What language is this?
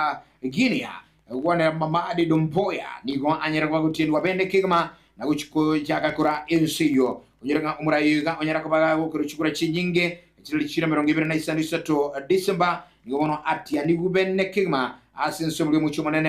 Gusii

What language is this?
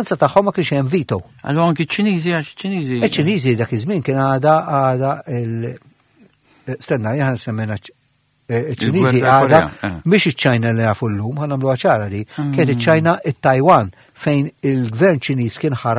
Maltese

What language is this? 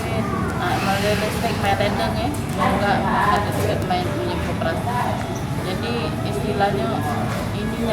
Musi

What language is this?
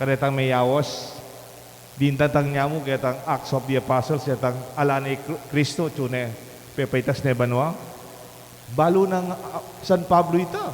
Pampanga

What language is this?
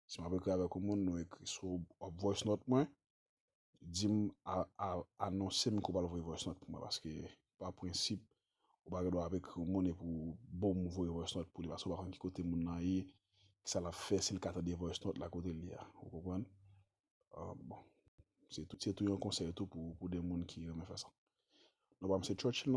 Haitian Creole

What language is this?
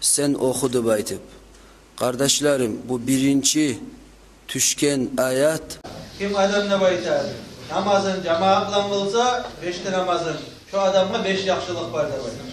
Kumyk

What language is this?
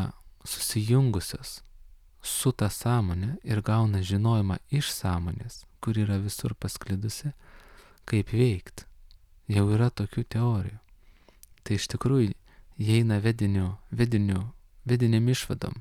Lithuanian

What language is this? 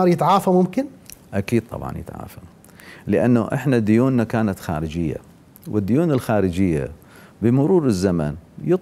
Mesopotamian Arabic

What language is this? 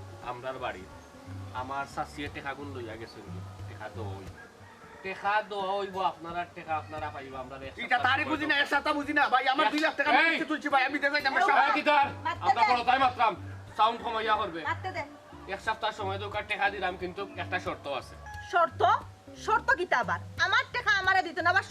Sylheti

